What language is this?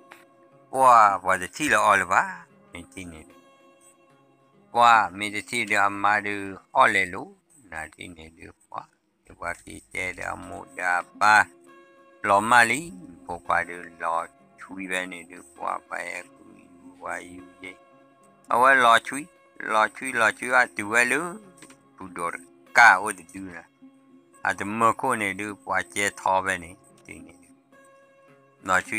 S'gaw Karen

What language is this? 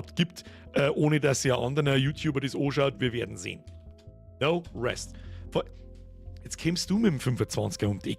Bavarian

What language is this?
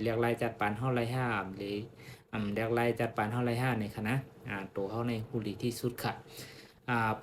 Shan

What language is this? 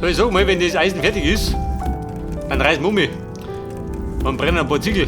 Bavarian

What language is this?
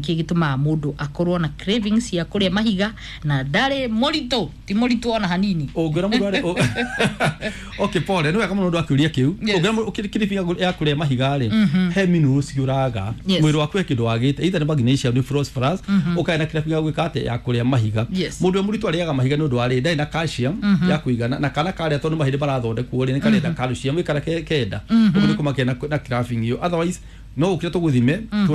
Kikuyu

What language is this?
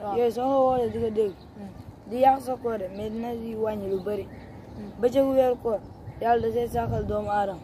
Wolof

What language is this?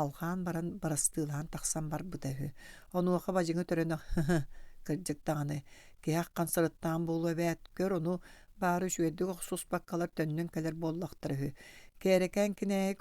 Yakut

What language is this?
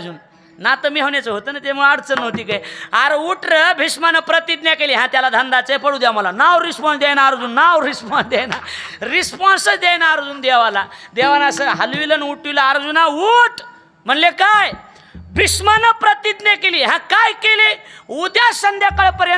Marathi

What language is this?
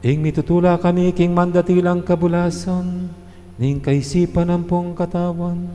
Pampanga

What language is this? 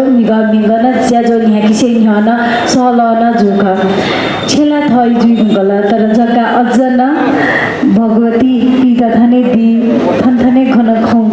Newari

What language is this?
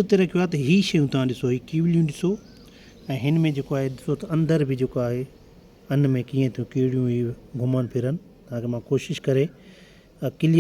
Sindhi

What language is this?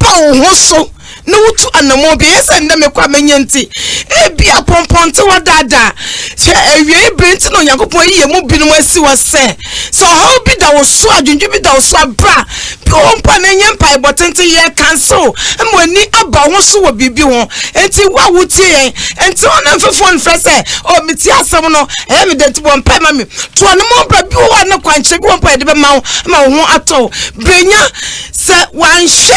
Akan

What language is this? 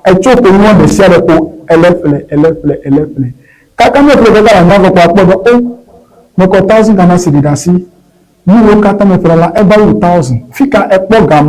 Ewe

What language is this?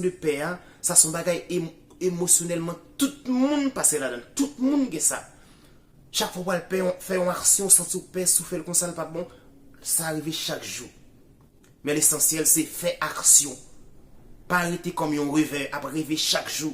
Haitian Creole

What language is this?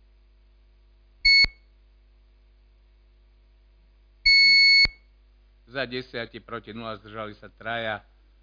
Slovak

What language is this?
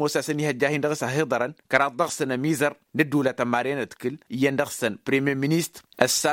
Tamasheq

